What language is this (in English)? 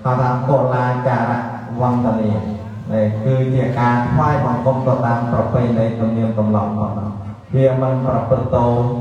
Khmer